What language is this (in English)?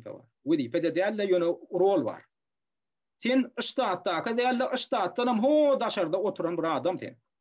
Turkmen